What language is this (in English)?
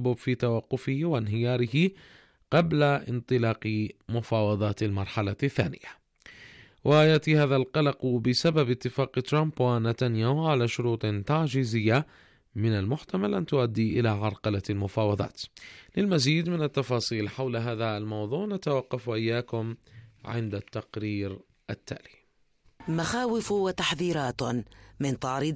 Arabic